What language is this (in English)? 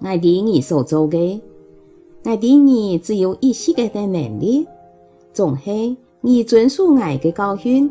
Hakka Chinese